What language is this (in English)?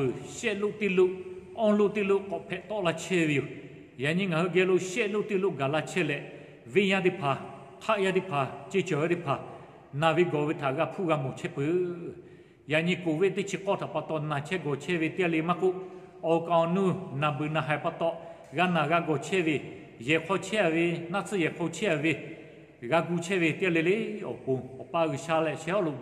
Lahu